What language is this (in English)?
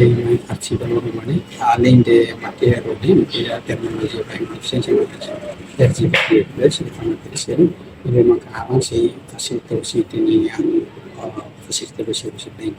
Tetum